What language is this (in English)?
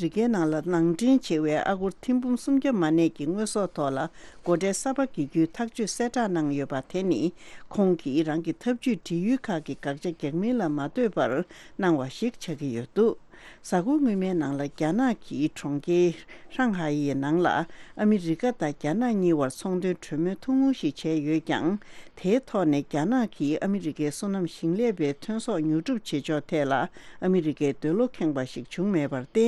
Tibetan